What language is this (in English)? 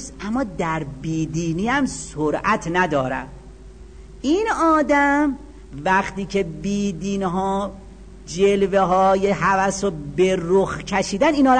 Persian